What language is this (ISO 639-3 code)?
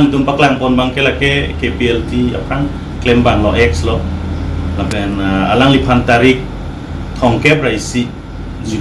mjw